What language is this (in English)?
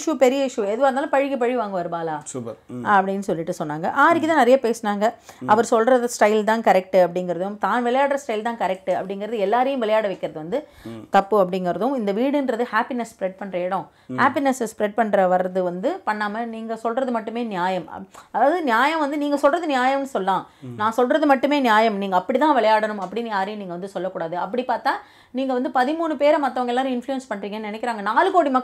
Tamil